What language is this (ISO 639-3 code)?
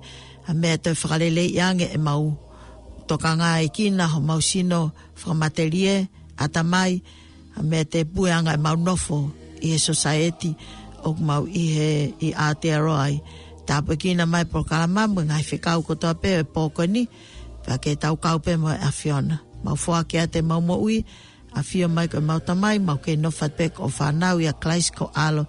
ton